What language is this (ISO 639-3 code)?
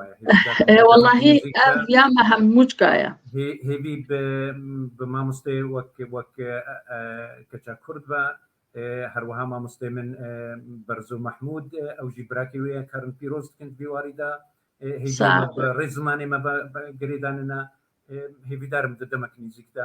kur